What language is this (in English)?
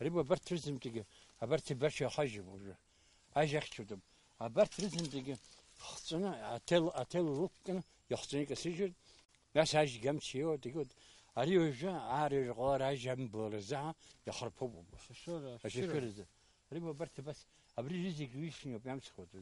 Abkhazian